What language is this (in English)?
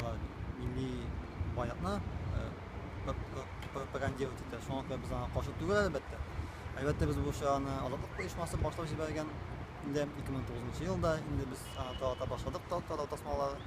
Tatar